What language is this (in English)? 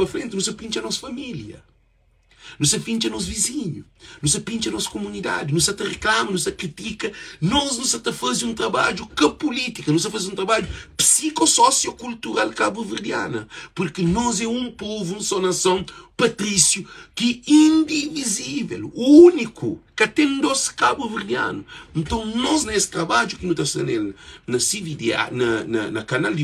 Kabuverdianu